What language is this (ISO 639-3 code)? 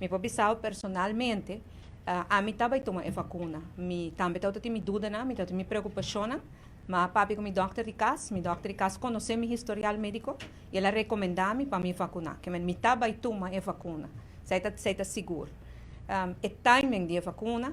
pap